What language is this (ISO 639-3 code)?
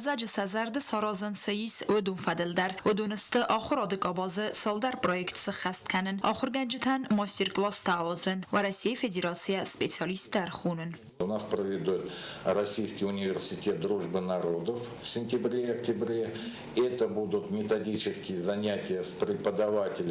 oss